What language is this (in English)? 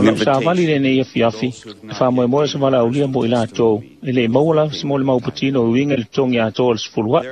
Samoan